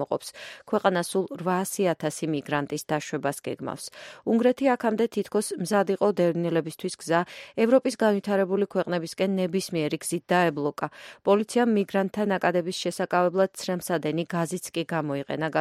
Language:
Georgian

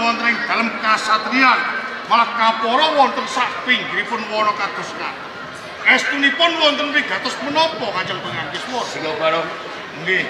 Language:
Javanese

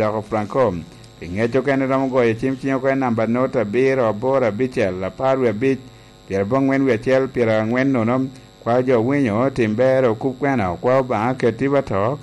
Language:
Lango (Uganda)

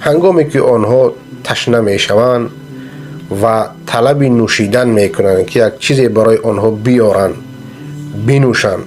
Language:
Persian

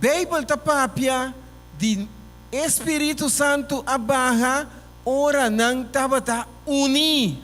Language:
Papiamento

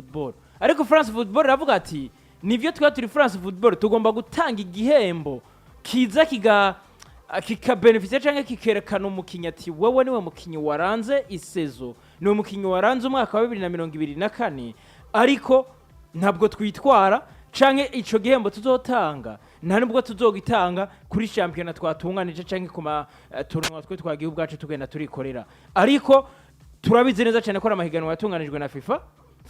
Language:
Rundi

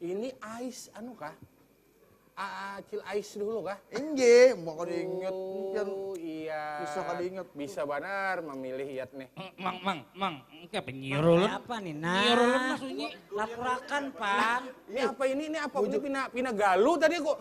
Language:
Banjar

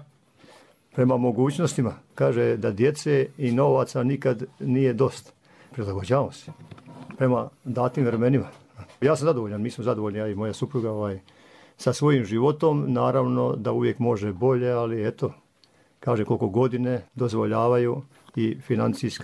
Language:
Croatian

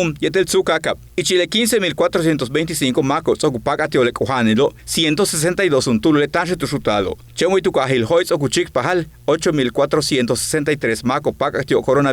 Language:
Yucateco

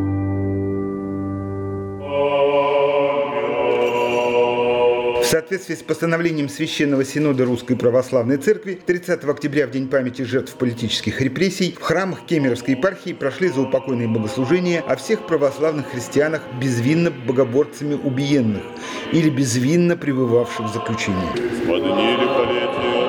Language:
Russian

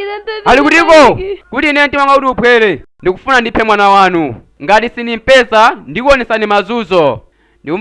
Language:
Nyanja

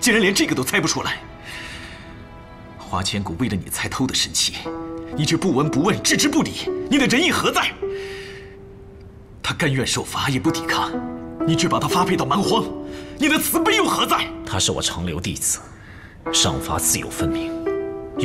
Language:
Chinese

